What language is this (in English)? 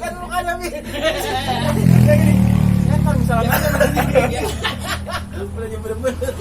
Betawi